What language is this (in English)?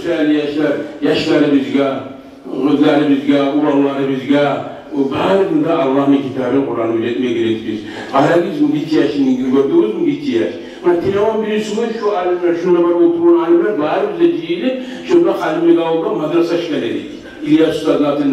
Kumyk